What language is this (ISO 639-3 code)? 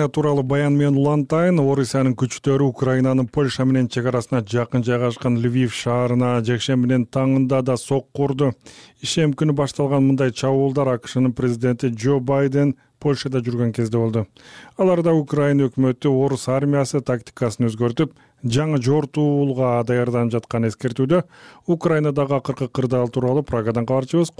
kir